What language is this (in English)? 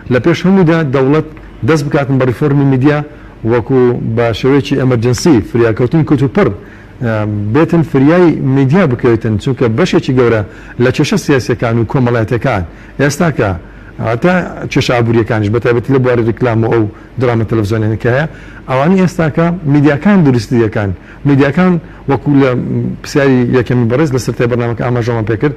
Central Kurdish